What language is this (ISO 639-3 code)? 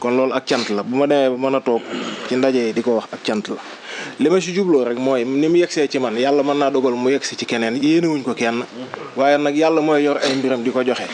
wol